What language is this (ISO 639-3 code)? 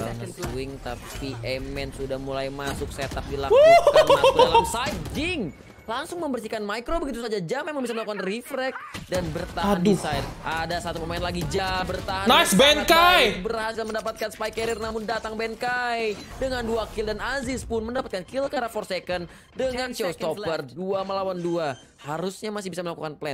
ind